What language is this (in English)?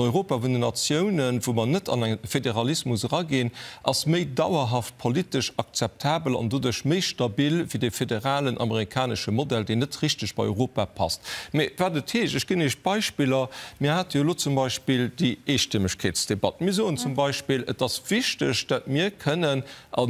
Luxembourgish